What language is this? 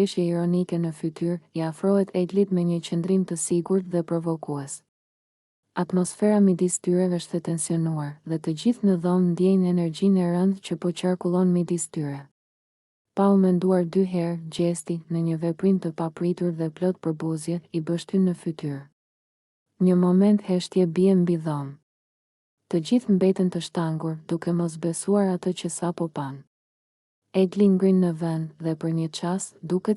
Albanian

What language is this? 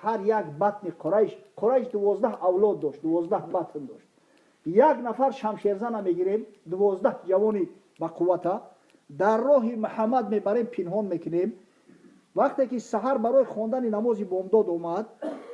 Tajik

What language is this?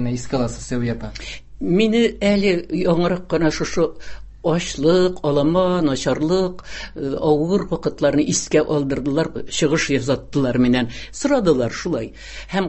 Tatar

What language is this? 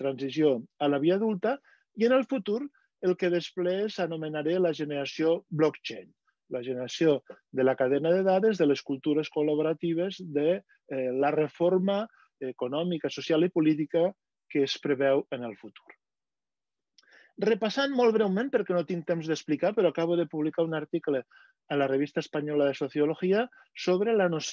Catalan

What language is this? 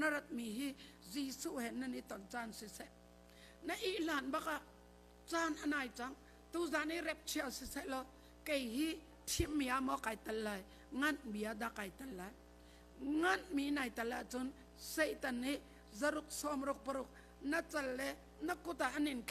Hakha Chin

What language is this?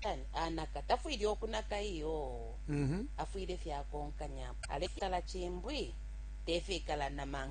Bemba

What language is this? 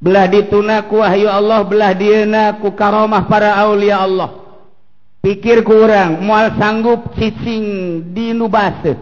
Sundanese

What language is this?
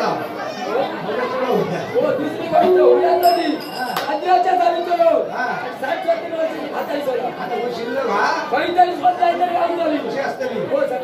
Konkani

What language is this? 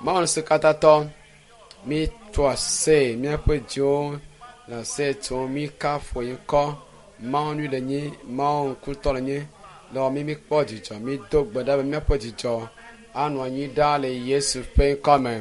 Ewe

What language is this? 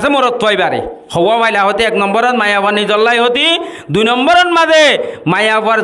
Rohingya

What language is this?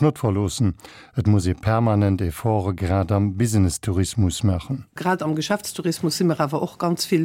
Luxembourgish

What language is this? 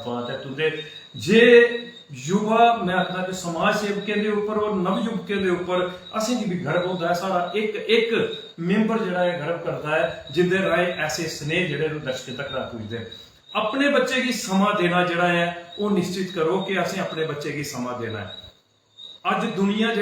Dogri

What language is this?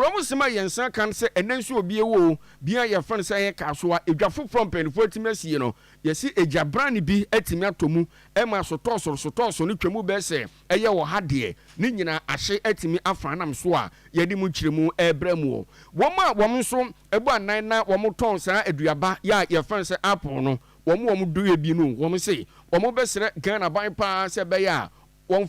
Akan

